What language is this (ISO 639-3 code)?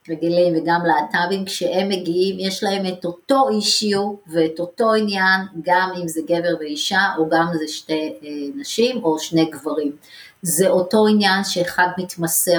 heb